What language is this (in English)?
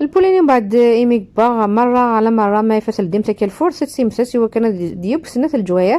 Kabyle